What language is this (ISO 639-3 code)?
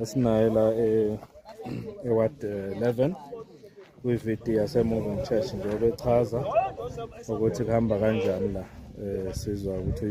zul